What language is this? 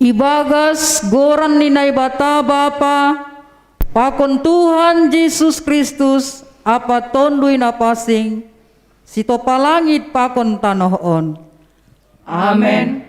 Batak Simalungun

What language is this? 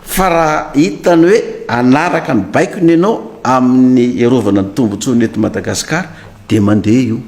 Malagasy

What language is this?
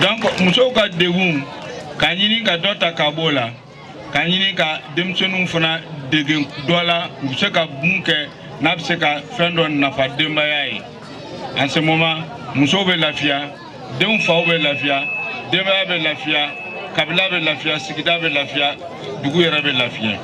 Bambara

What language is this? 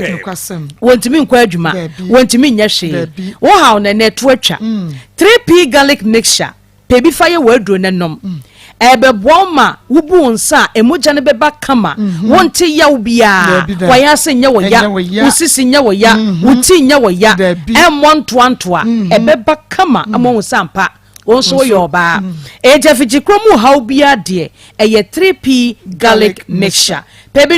Akan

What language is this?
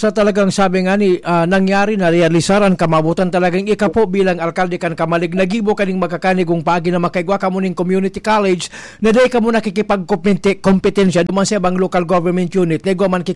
Bikol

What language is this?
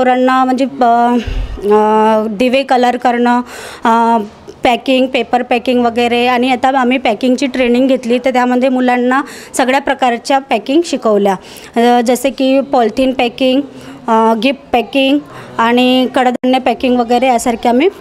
Marathi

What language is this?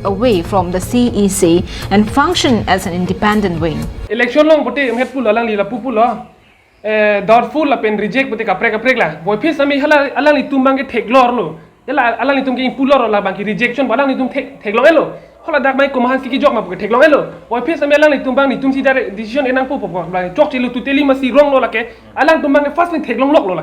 Karbi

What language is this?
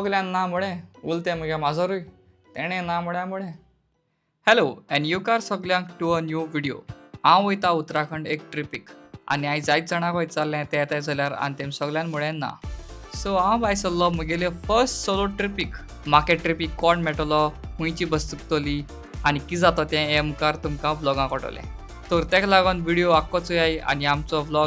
Konkani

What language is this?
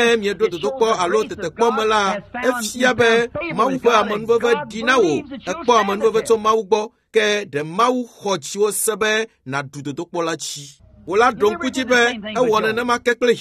Ewe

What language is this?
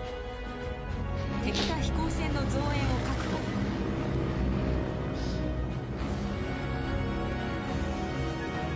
Japanese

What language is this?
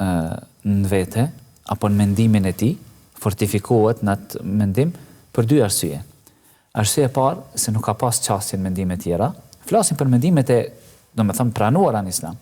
Albanian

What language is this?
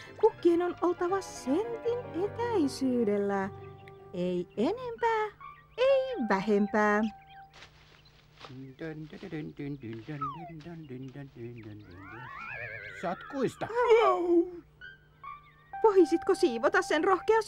Finnish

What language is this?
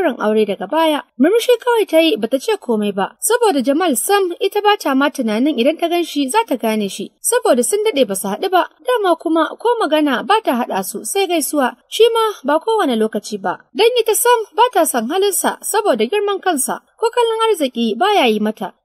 Hausa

